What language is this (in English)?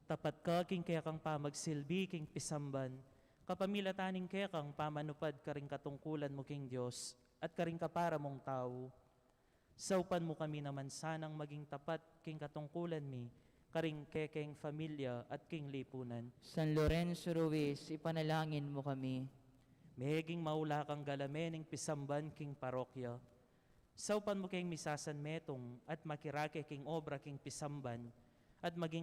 Pampanga